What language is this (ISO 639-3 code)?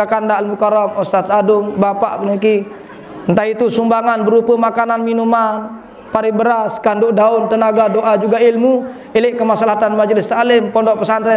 sas